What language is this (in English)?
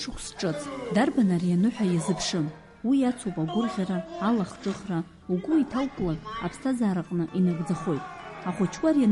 Abkhazian